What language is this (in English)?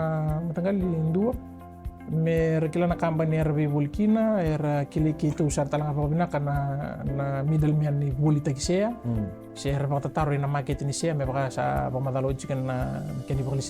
Fijian